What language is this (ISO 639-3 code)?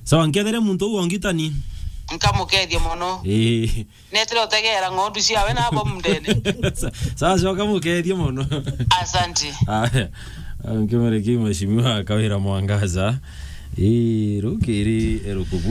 mer